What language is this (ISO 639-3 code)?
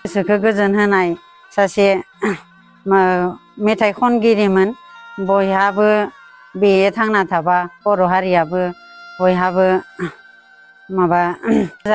brx